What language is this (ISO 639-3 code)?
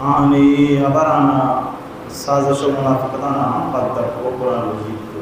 bal